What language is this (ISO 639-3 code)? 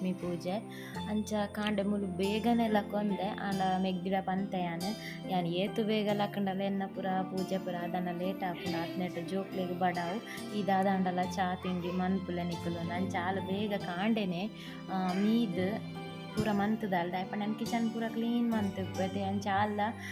tcy